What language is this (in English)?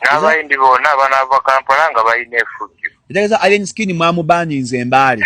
Ganda